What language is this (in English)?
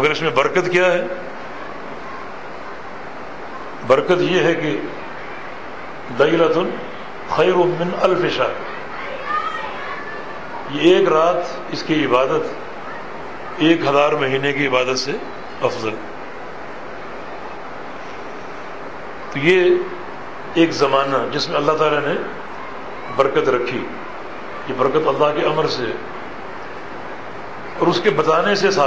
Urdu